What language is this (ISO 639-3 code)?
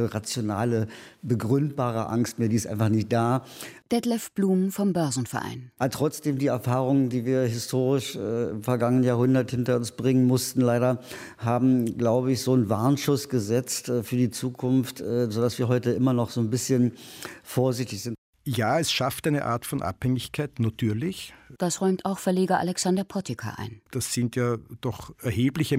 deu